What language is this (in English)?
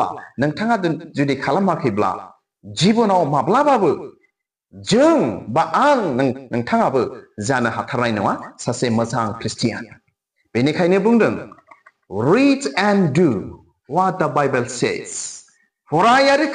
Bodo